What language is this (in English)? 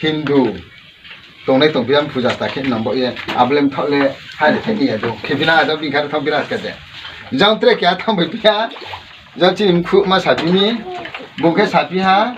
Riang (India)